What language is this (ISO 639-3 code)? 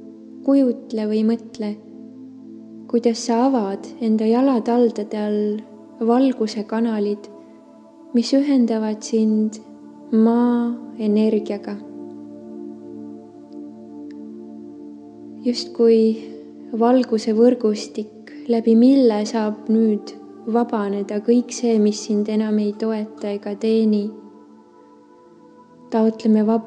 est